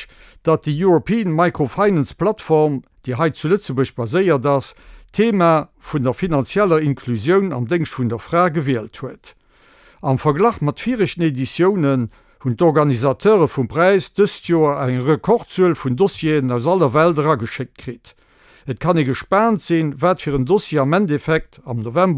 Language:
Luxembourgish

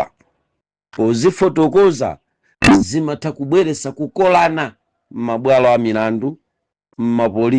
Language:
Nyanja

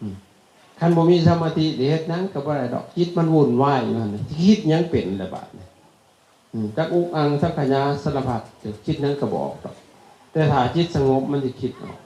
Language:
Lao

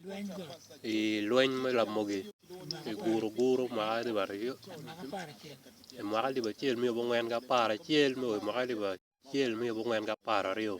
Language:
Acoli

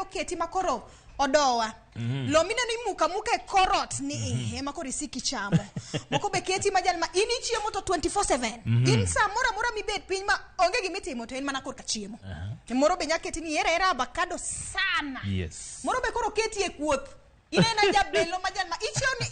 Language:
Luo (Kenya and Tanzania)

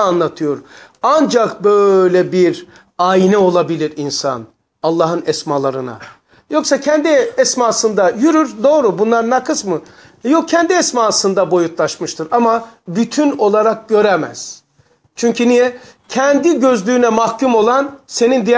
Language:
Turkish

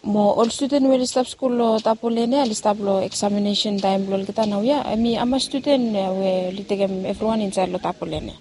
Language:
Bislama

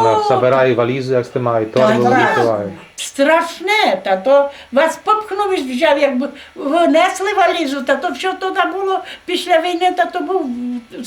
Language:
Rusyn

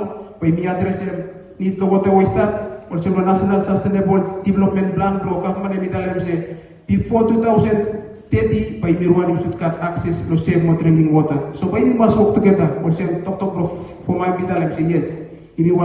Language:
Bislama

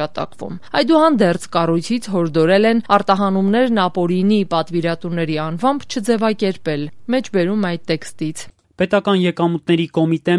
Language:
Armenian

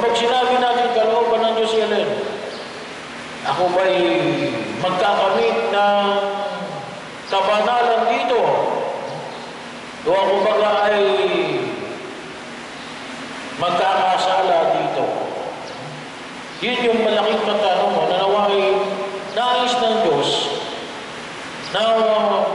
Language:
Filipino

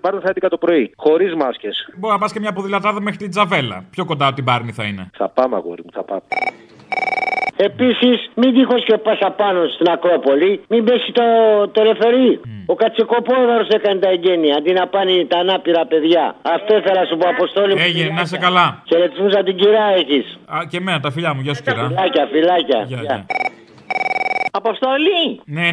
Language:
Greek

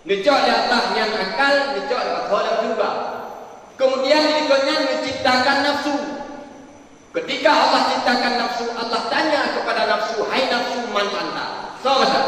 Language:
Achinese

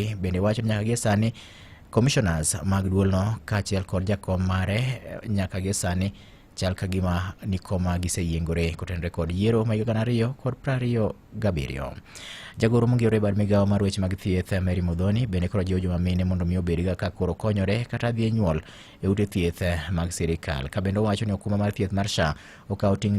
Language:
Luo (Kenya and Tanzania)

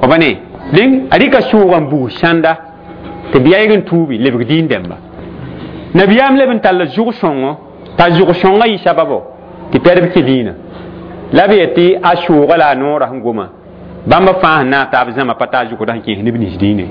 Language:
Mossi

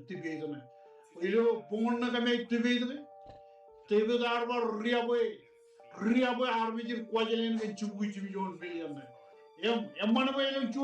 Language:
Marshallese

